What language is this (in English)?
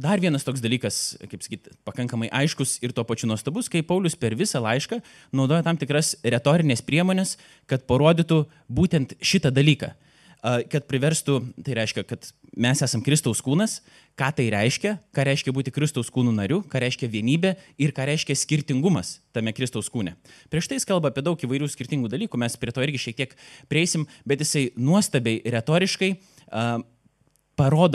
Lithuanian